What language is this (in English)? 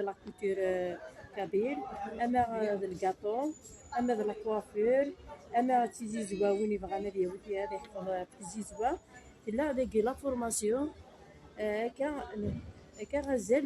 Kabyle